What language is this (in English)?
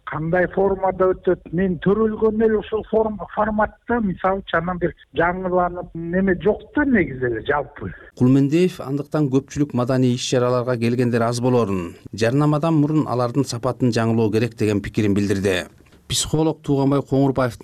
Kyrgyz